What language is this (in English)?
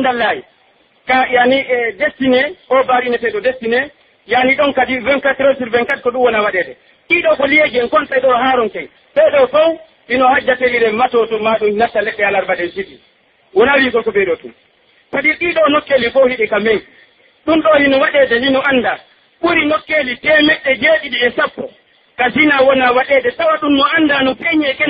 Pular